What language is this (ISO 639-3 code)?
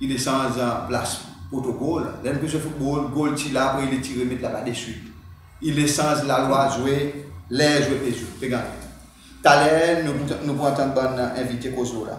crs